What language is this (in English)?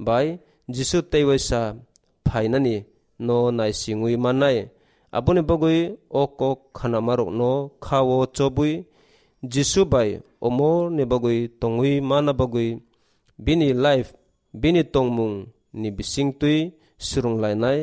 Kok Borok